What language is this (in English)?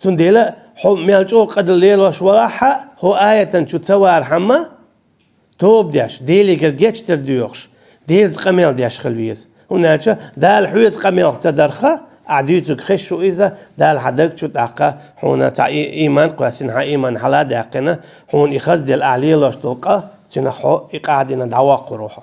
Chechen